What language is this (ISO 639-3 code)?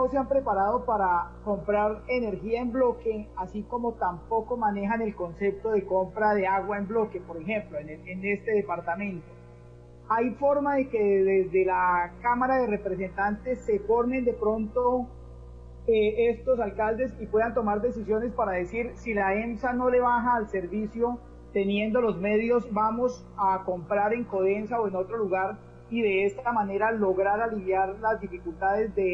spa